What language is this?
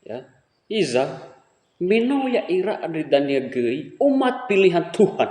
Nias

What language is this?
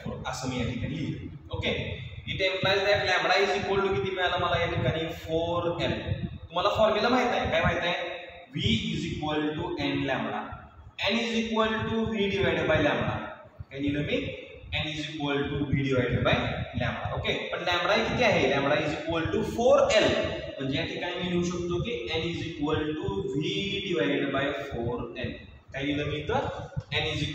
Marathi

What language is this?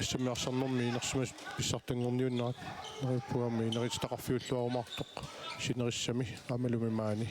Kalaallisut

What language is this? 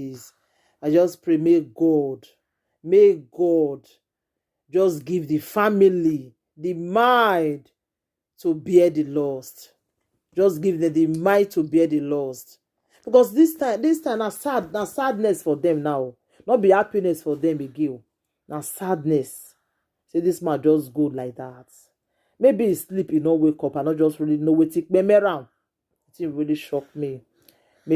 Nigerian Pidgin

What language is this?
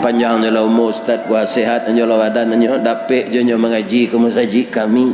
Minangkabau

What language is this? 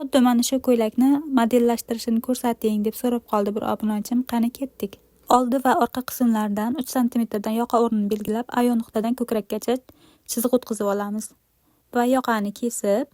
Uzbek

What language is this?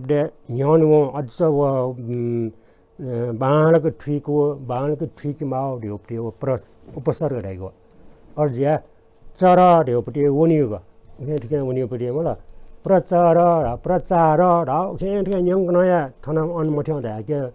Newari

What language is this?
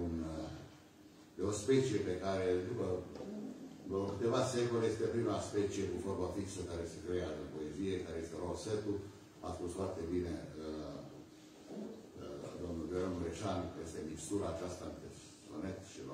Romanian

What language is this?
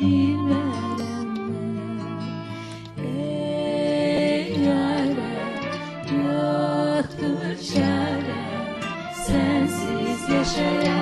South Azerbaijani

